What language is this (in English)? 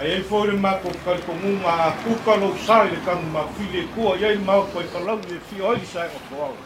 Samoan